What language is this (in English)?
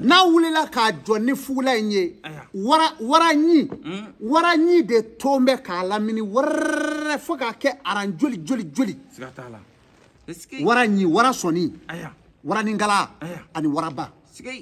Bambara